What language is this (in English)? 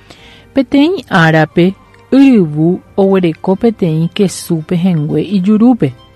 Guarani